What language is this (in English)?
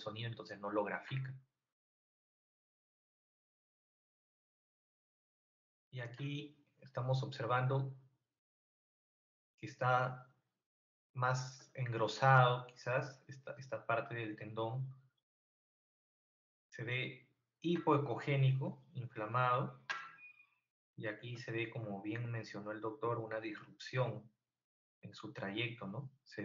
Spanish